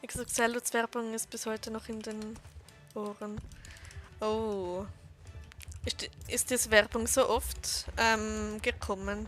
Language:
Swiss German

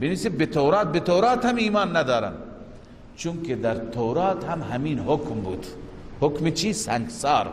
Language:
Persian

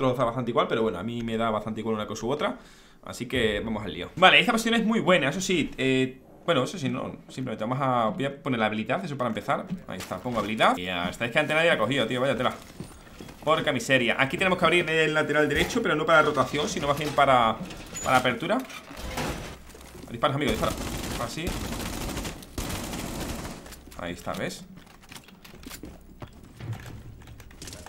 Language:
Spanish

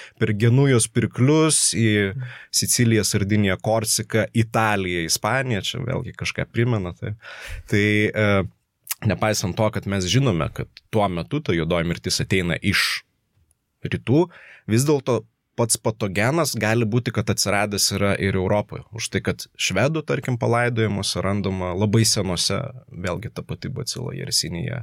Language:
Lithuanian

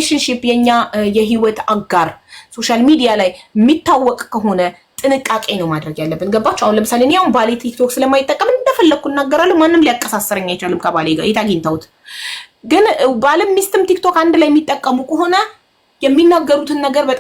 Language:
Amharic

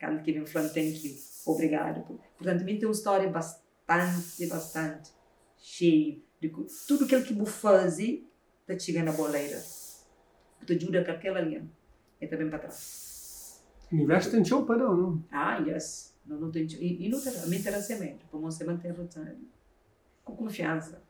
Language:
Kabuverdianu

